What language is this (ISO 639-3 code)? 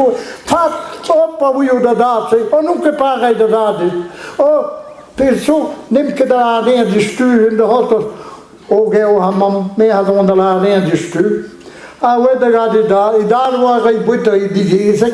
bre